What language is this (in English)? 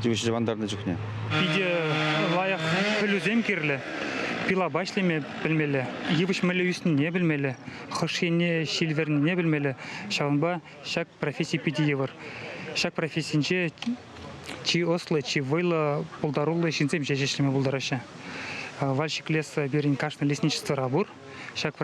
Chuvash